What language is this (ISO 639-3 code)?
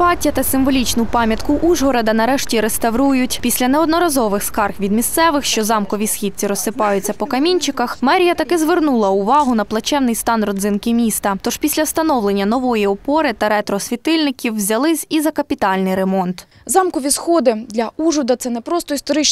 ukr